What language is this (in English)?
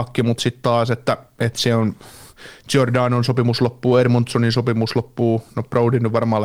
Finnish